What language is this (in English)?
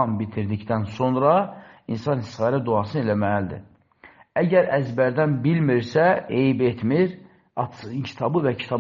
Azerbaijani